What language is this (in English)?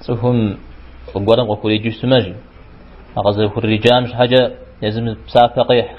Kabardian